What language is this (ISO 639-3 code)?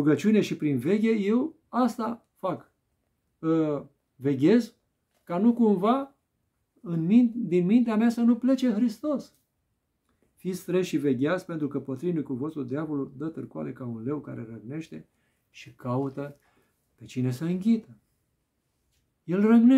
ron